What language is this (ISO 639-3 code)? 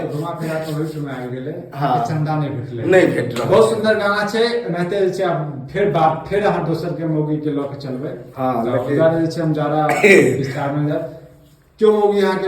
mai